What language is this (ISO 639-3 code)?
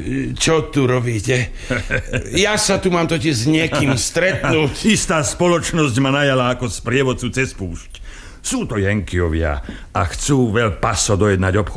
slk